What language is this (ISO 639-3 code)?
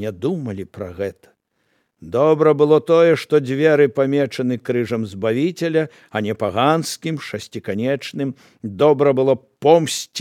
bel